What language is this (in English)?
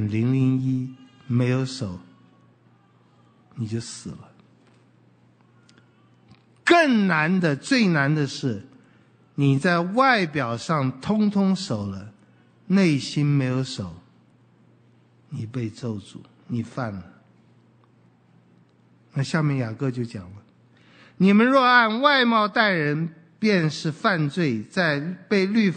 Chinese